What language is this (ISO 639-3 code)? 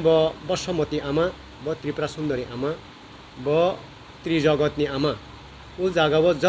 ria